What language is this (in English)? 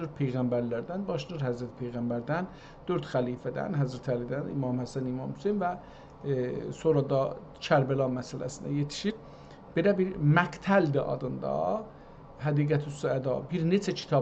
South Azerbaijani